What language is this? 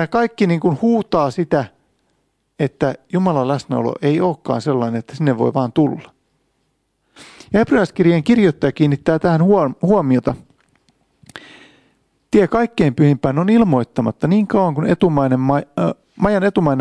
Finnish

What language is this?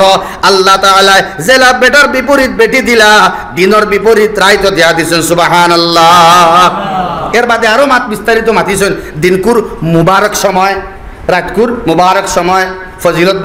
Sylheti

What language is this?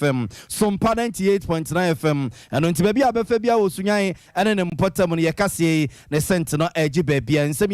Akan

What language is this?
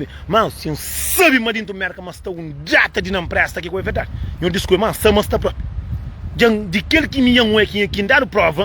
Kabuverdianu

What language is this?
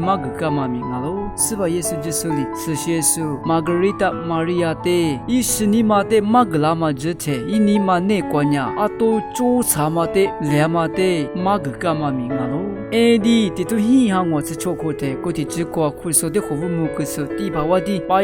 Lisu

